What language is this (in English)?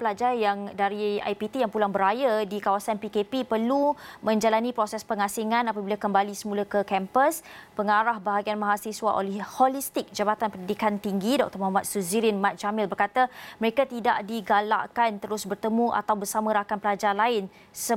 Malay